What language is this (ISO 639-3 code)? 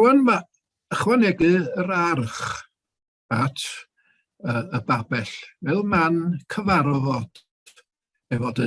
cym